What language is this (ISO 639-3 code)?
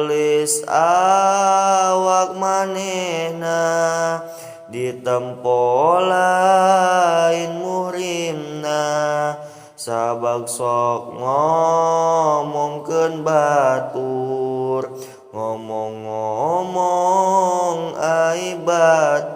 sun